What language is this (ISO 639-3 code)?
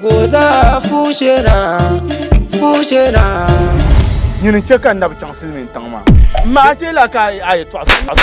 dag